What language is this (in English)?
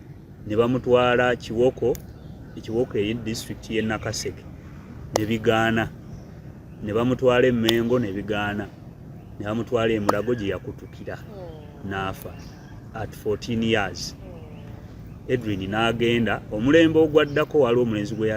Ganda